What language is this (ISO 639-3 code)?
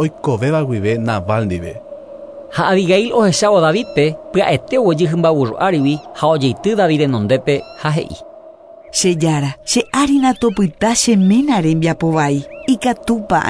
grn